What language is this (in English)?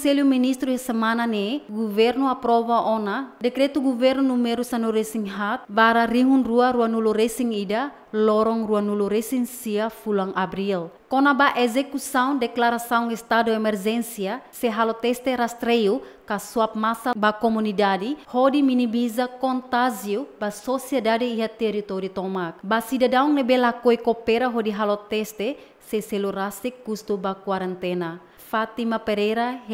Tetum